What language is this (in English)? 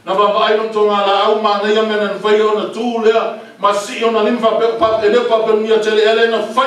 Samoan